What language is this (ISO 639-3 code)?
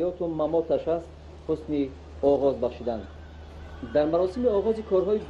tgk